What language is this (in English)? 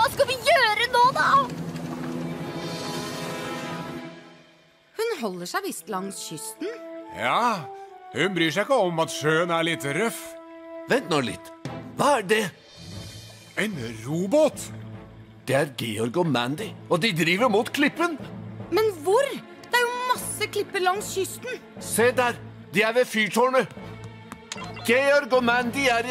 Norwegian